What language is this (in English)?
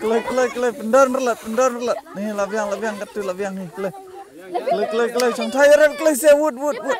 Khasi